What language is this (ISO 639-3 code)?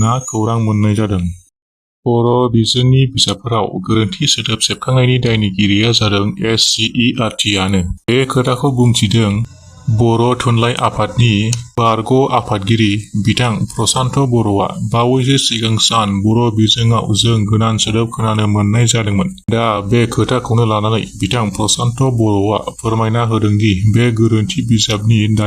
brx